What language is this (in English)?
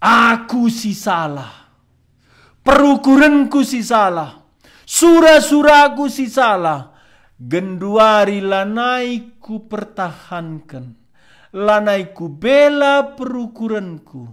Batak Karo